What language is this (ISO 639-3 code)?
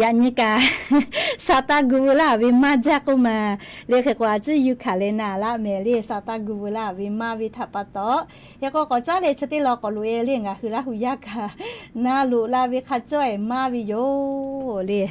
lhu